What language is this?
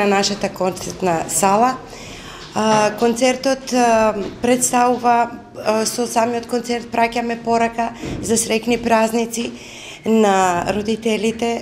Macedonian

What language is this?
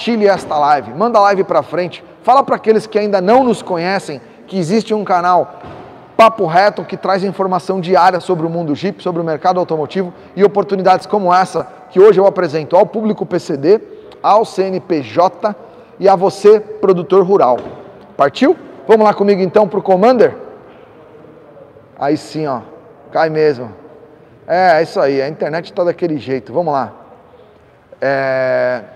Portuguese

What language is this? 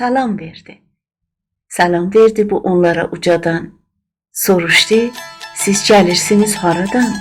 South Azerbaijani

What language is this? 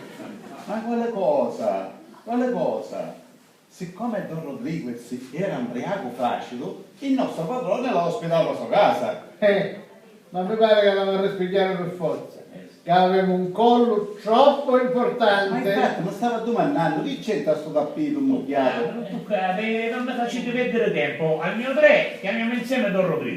Sicilian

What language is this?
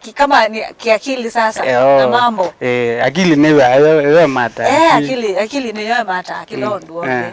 Kamba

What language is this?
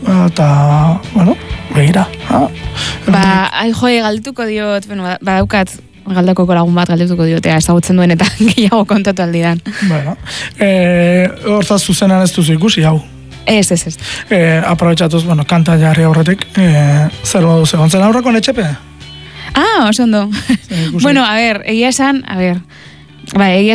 Basque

